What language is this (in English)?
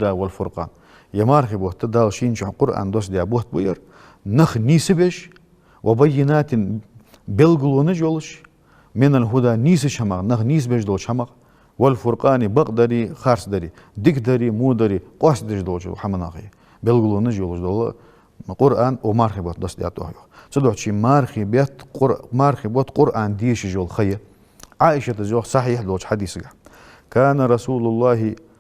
Ingush